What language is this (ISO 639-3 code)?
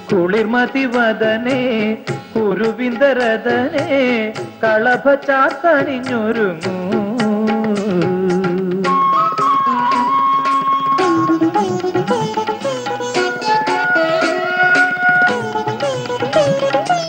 mal